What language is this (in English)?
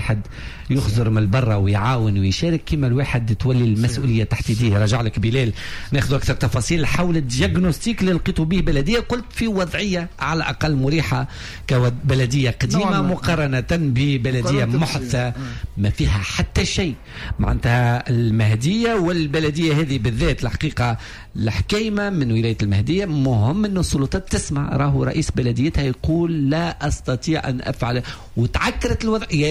Tunisian Arabic